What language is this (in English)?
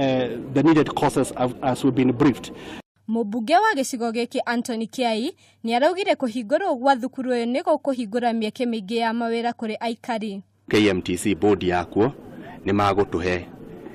Kikuyu